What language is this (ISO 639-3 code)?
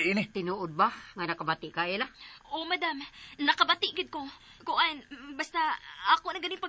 ceb